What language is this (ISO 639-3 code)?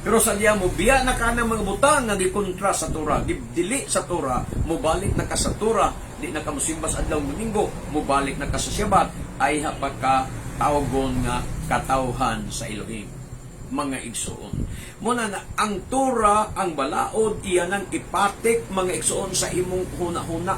ceb